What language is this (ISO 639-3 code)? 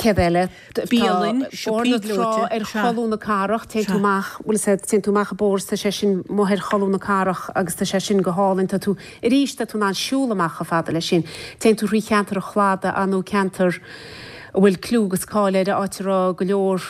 gle